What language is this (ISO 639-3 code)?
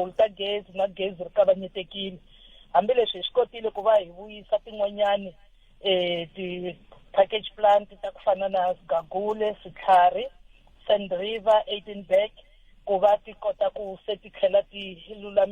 tso